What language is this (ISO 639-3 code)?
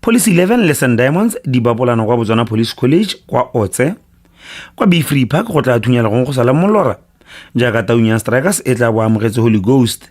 tsn